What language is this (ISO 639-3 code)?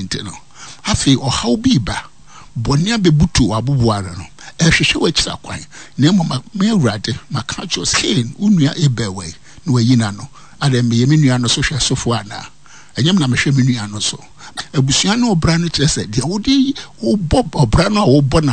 aka